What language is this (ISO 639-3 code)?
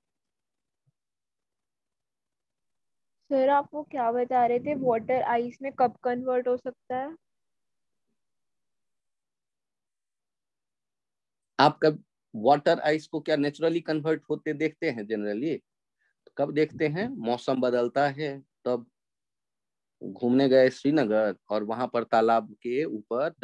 hin